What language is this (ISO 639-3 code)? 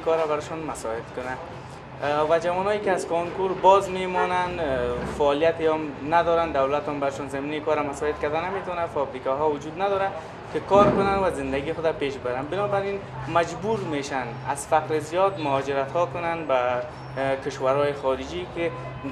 fas